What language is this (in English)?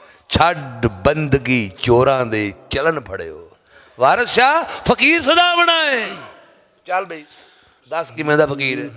Western Panjabi